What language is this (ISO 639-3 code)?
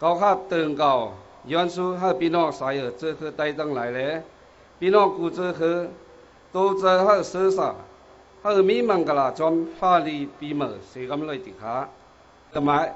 shn